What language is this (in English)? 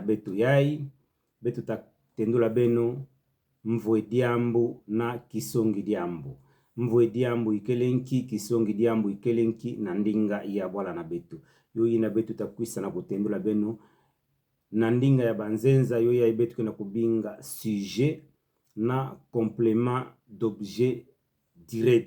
Kituba (Democratic Republic of Congo)